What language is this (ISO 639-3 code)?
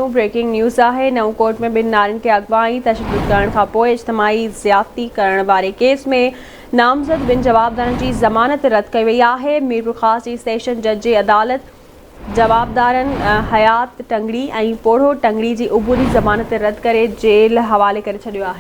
snd